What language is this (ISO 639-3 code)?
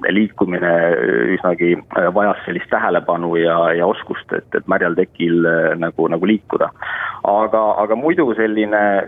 est